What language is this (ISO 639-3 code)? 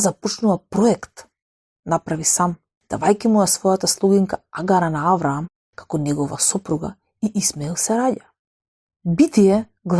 mkd